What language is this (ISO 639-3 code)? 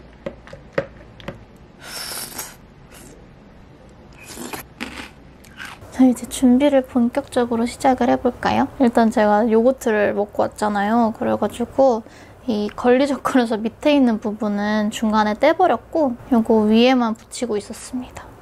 kor